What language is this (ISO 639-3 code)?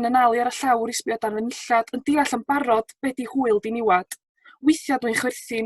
cym